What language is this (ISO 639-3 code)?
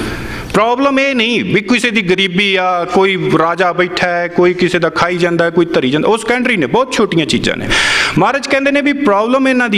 pan